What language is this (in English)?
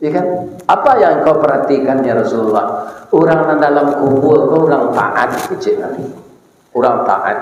Minangkabau